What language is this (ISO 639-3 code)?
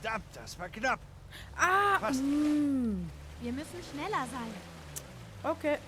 gsw